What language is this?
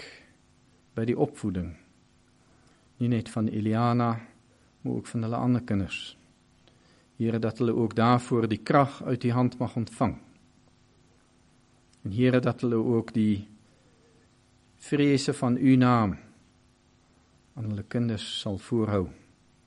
Afrikaans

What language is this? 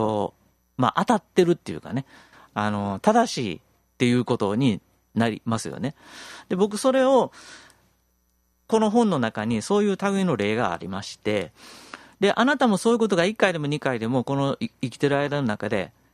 Japanese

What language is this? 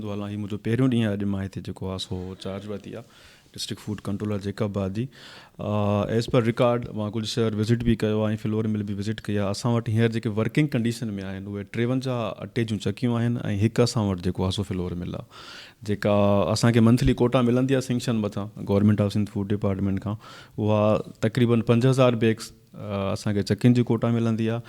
Sindhi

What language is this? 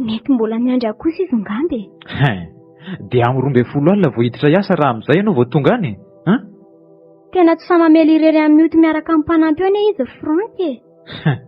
Malagasy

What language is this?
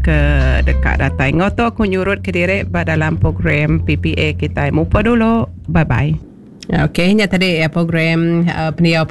Iban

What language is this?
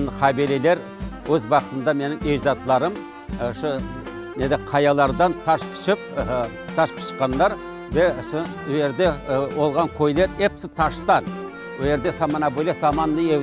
Crimean Tatar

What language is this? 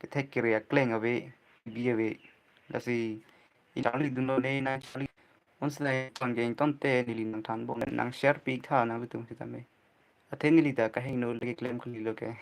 Karbi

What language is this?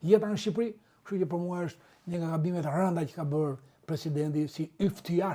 Albanian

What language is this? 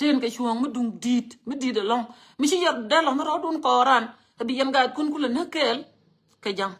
Nuer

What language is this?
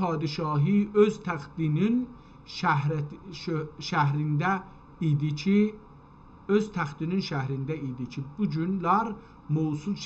South Azerbaijani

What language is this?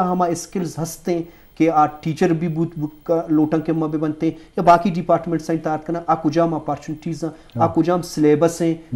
Eastern Balochi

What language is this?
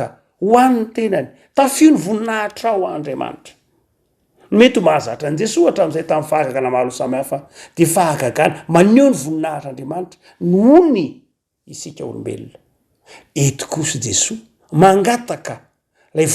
Malagasy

